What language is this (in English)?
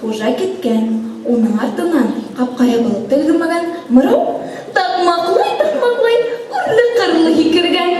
Bashkir